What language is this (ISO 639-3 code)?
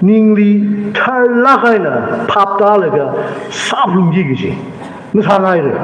nmf